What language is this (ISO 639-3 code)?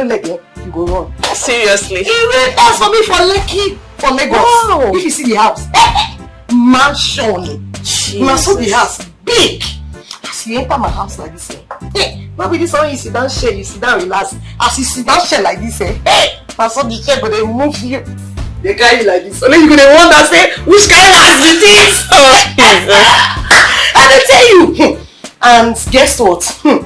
pcm